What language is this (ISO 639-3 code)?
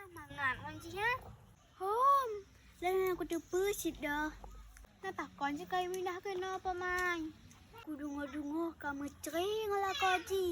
ace